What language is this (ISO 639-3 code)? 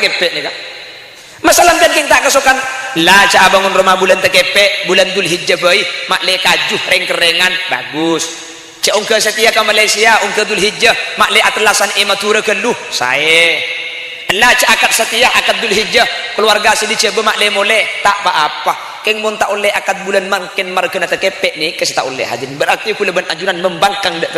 mad